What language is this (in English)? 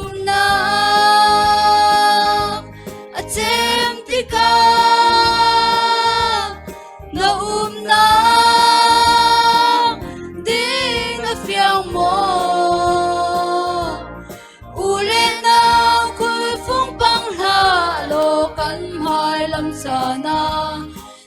Falam Chin